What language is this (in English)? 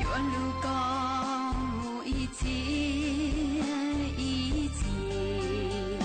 Hmong